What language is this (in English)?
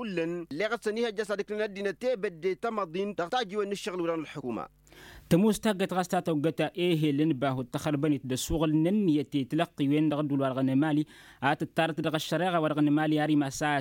Tamasheq